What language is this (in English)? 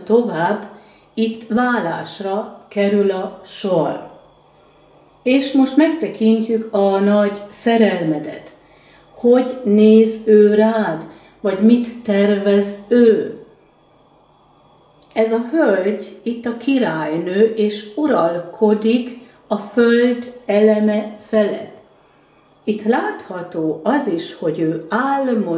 Hungarian